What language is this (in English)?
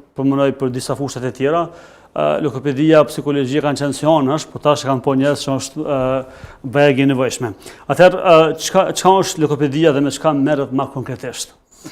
Albanian